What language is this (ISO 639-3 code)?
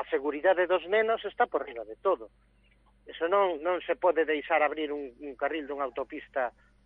glg